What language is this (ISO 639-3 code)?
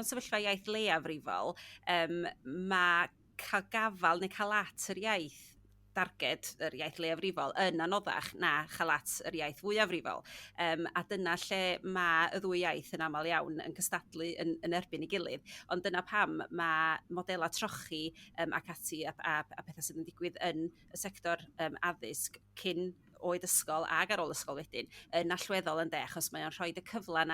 cym